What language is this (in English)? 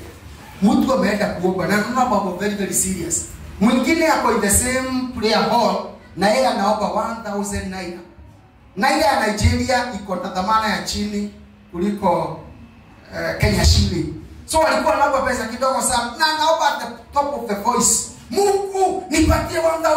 Swahili